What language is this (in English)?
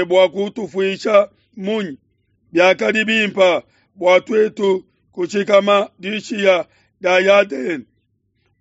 Luba-Lulua